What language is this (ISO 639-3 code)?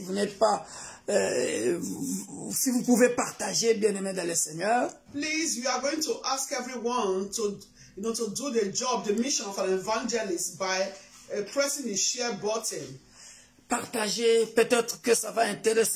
fra